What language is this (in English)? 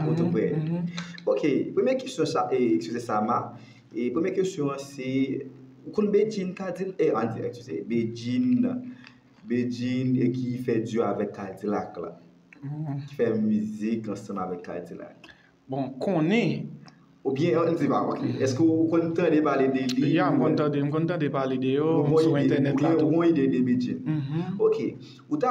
Haitian Creole